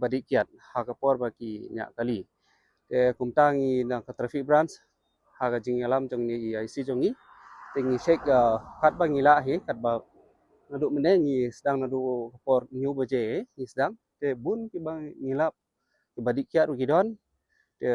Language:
Khasi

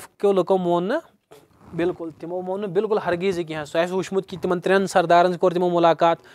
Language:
Kashmiri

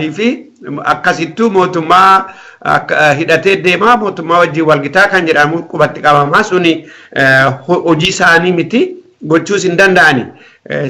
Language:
Oromo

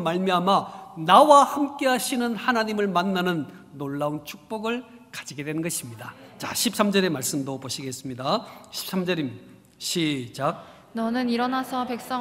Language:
Korean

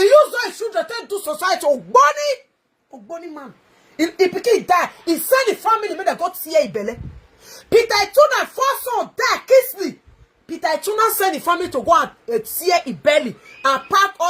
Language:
Nigerian Pidgin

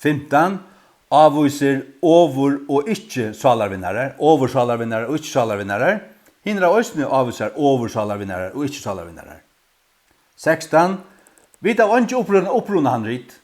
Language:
Faroese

